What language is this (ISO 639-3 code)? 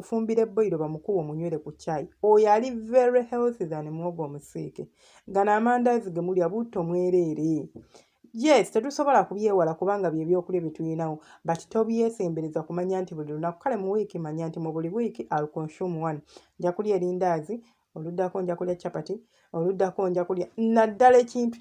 lug